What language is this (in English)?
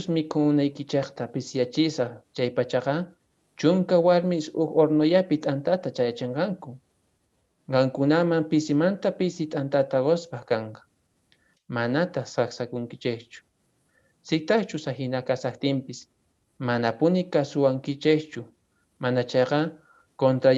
Quechua